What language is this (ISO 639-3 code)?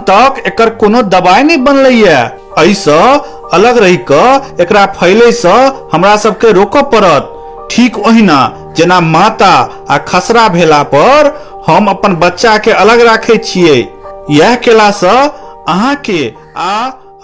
mai